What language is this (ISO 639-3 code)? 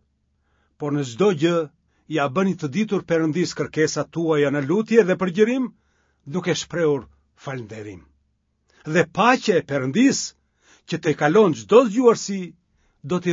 sqi